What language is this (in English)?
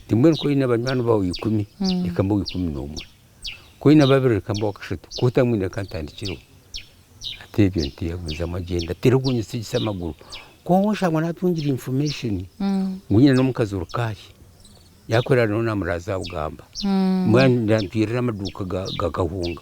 Nyankole